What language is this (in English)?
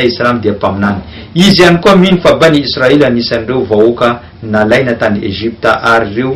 Malagasy